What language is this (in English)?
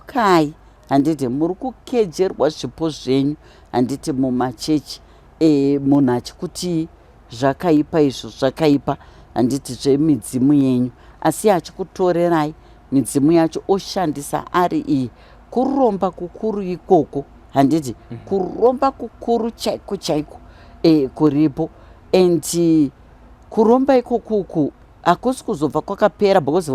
Shona